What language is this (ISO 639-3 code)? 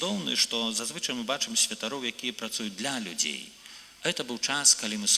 bel